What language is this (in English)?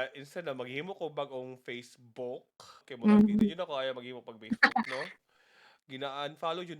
Cebuano